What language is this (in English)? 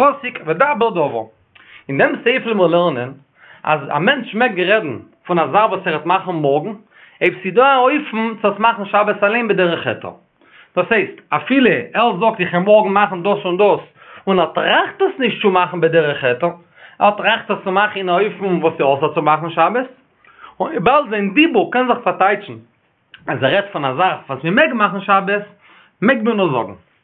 Yiddish